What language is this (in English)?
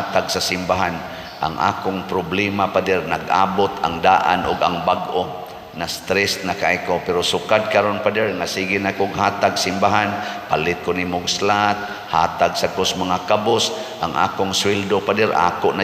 Cebuano